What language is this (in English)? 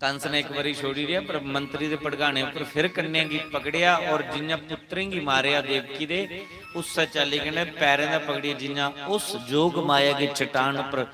Dogri